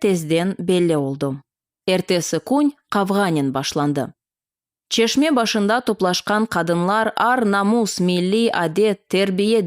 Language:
Crimean Tatar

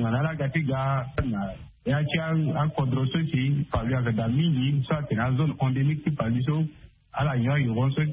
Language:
Sango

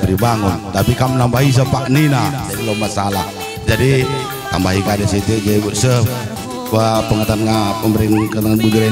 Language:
Batak Karo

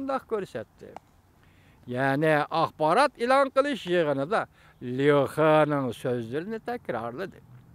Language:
Uyghur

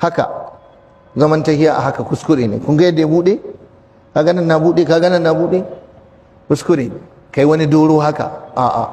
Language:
Hausa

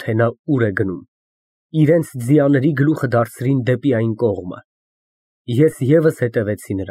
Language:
Armenian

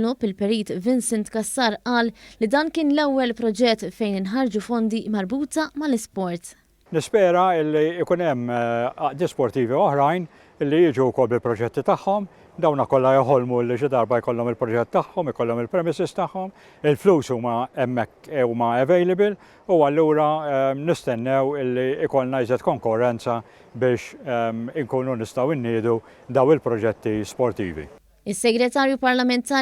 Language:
Maltese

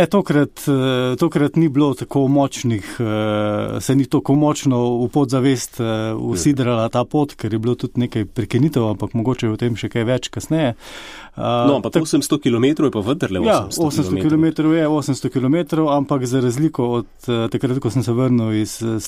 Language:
Slovenian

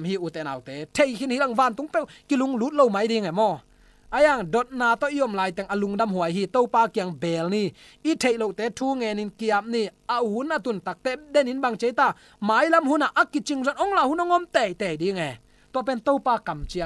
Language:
Tedim Chin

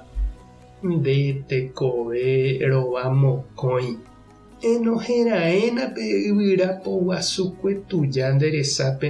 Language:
Guarani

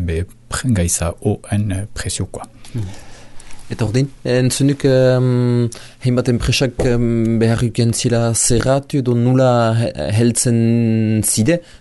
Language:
Basque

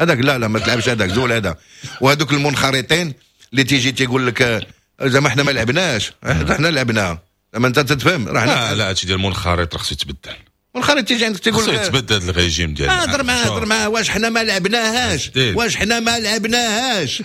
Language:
Moroccan Arabic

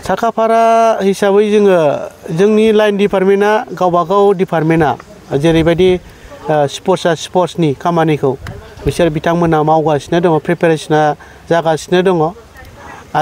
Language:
Bodo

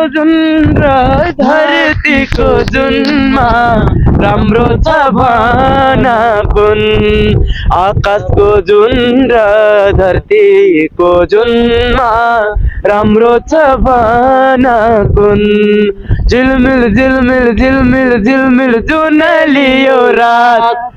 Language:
Nepali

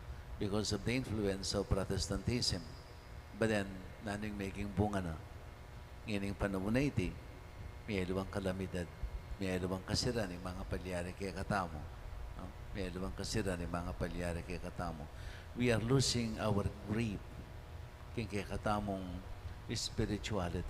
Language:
Pampanga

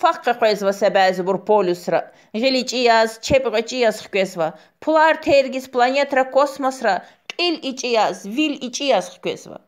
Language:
Lezghian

